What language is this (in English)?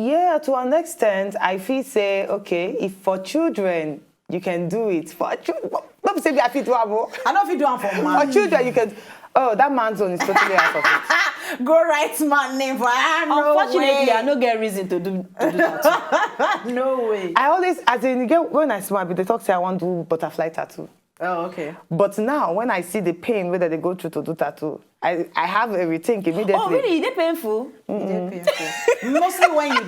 Nigerian Pidgin